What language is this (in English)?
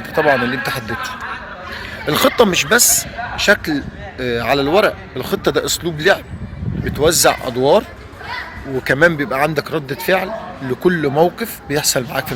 Egyptian Arabic